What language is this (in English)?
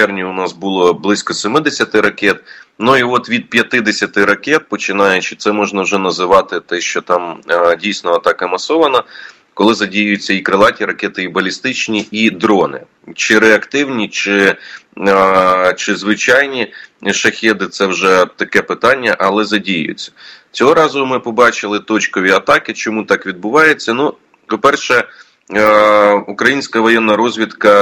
Ukrainian